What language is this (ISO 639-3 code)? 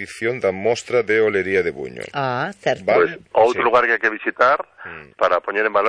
glg